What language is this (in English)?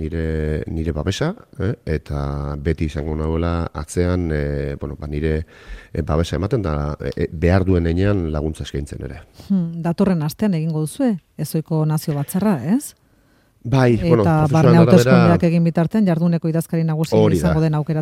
Basque